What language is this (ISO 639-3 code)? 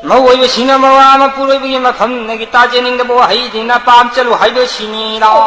mni